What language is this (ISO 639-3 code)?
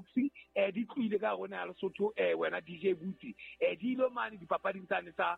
sot